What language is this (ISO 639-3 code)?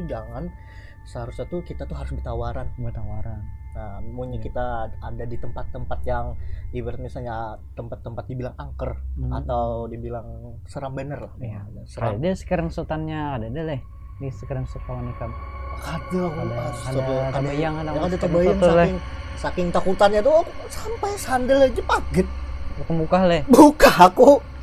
bjn